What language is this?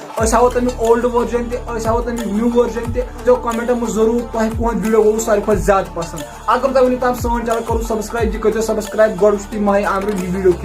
Kashmiri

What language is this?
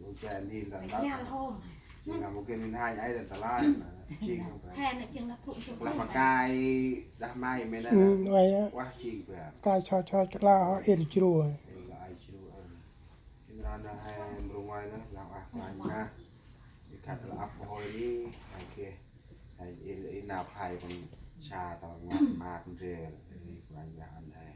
Central Mnong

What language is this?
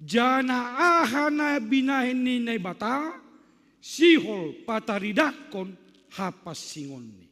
Batak Simalungun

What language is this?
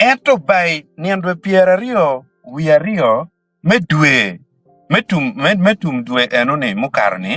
Acoli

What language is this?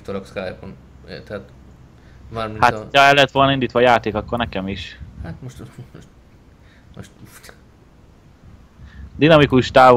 Hungarian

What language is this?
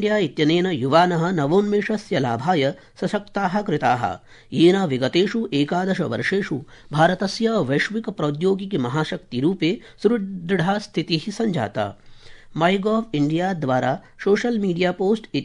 Sanskrit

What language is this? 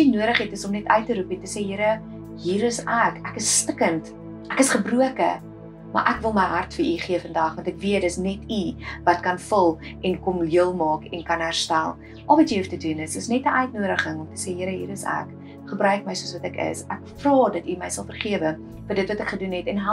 Afrikaans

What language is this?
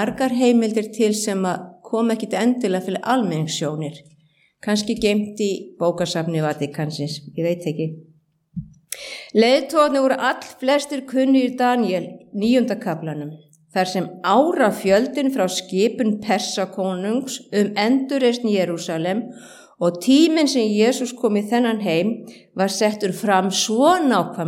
Icelandic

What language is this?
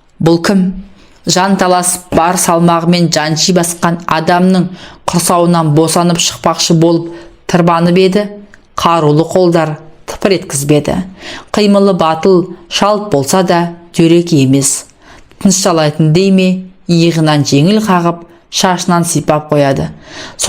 Kazakh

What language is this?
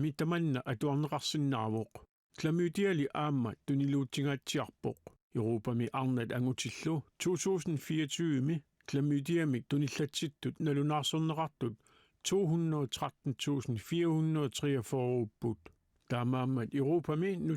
Kalaallisut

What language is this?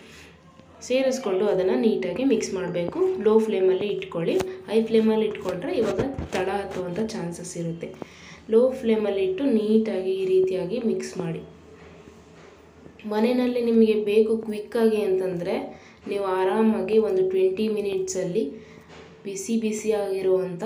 Kannada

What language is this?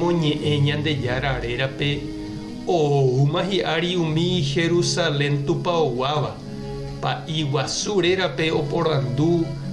Guarani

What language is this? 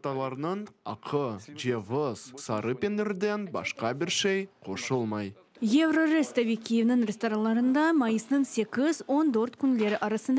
Crimean Tatar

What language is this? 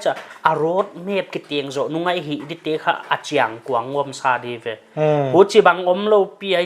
Paite Chin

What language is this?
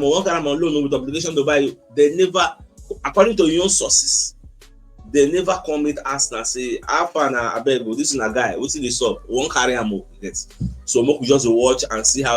Nigerian Pidgin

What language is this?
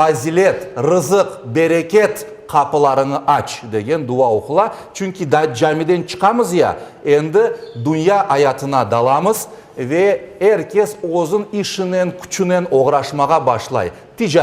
Crimean Tatar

